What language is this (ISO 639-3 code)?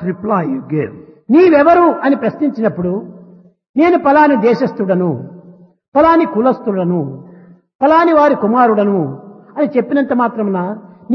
tel